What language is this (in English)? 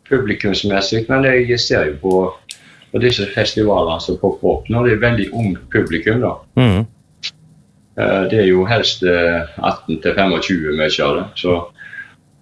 Norwegian